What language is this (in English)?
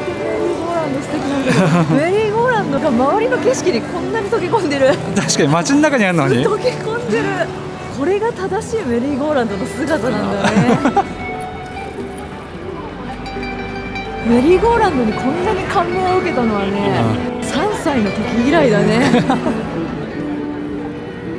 Japanese